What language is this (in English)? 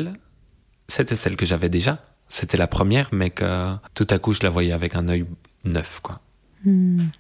French